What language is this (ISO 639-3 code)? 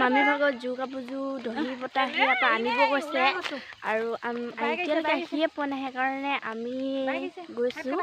asm